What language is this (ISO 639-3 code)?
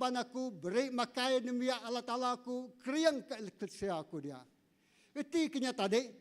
iba